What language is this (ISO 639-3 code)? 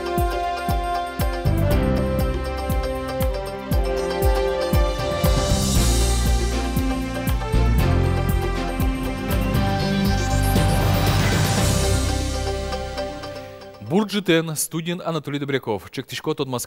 udm